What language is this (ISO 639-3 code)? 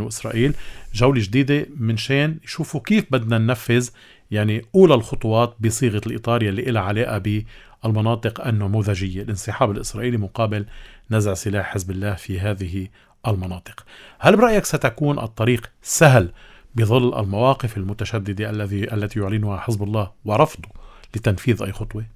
apc